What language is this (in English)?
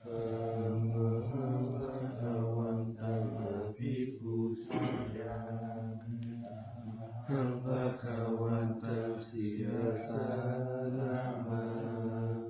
Pali